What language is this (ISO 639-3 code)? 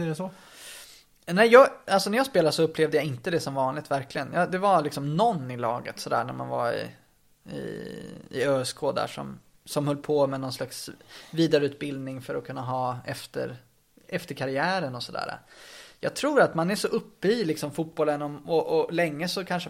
swe